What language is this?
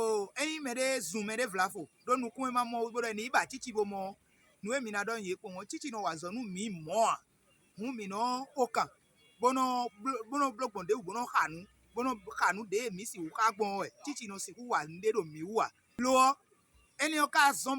Fon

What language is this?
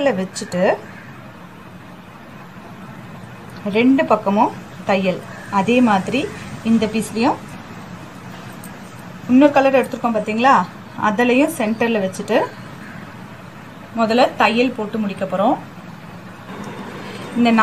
Tamil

